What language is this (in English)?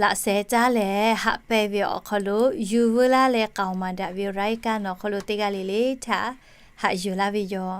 Lahu